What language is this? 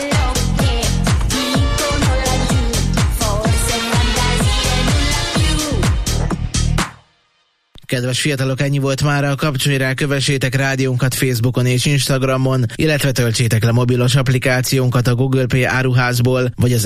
Hungarian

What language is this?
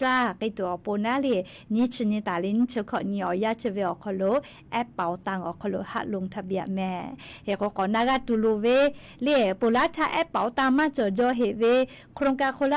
Lahu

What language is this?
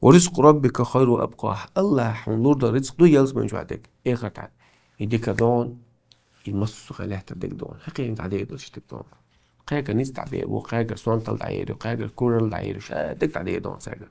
Chechen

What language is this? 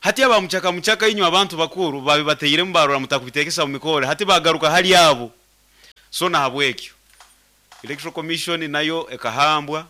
Nyoro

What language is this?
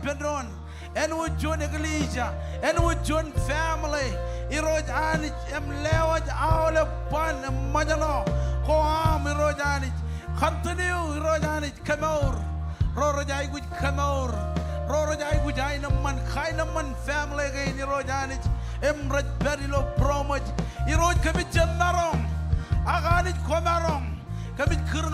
Marshallese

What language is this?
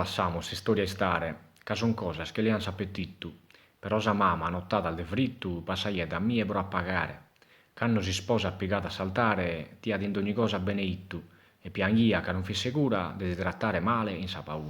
Sardinian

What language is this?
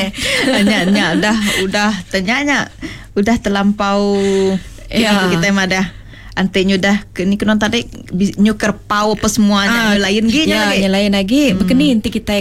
Iban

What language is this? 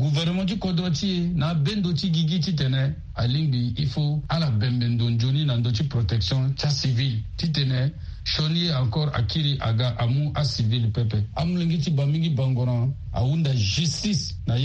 Sango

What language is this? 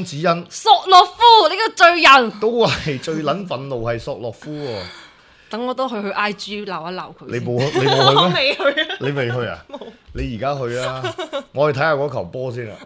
Cantonese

